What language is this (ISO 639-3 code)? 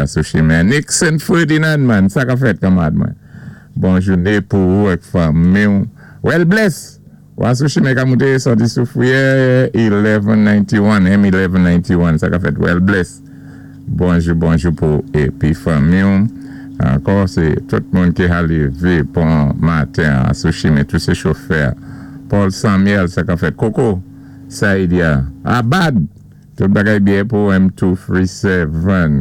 acf